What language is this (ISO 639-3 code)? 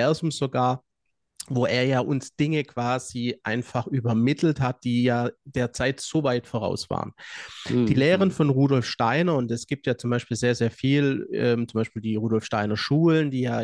deu